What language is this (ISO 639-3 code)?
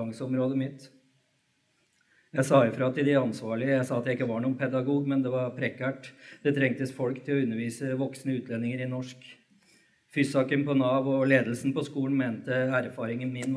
nor